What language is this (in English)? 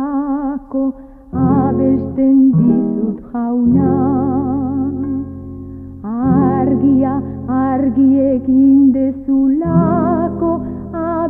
Basque